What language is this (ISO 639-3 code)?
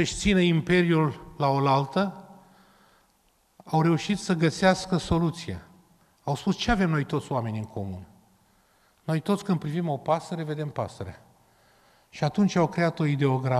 ron